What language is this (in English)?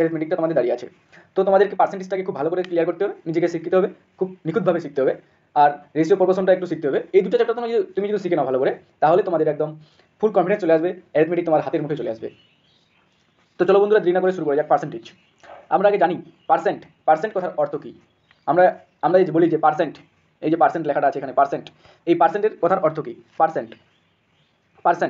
Bangla